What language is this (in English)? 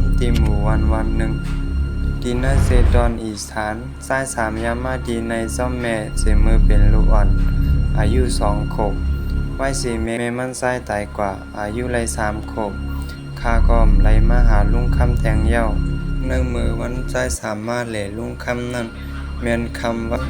Shan